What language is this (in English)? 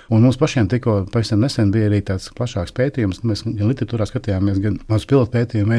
Latvian